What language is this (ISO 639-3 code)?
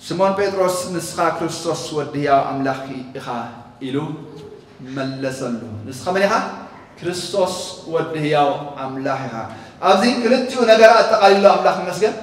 tir